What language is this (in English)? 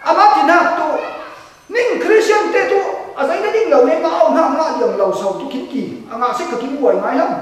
Falam Chin